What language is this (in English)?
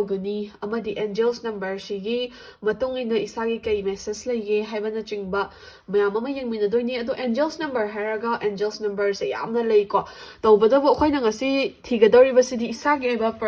Manipuri